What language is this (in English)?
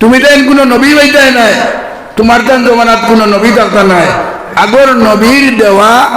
Sylheti